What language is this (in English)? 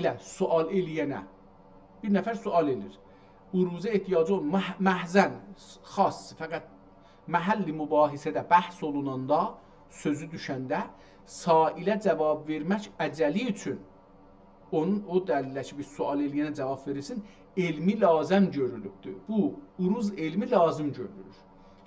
South Azerbaijani